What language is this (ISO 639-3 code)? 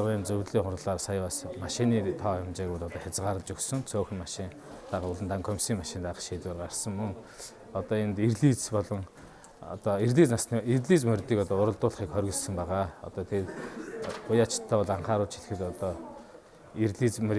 mon